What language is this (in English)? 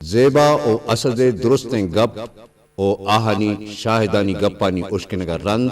Eastern Balochi